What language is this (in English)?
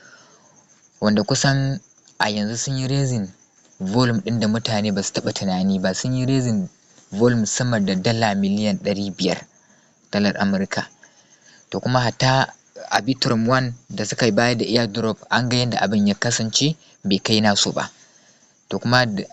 Hausa